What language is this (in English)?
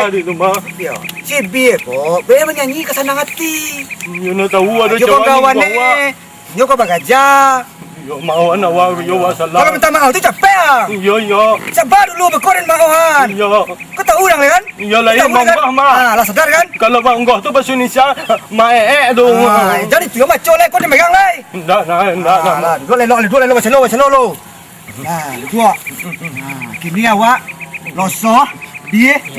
Minangkabau